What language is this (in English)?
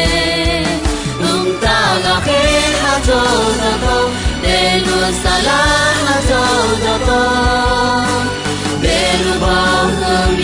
Akha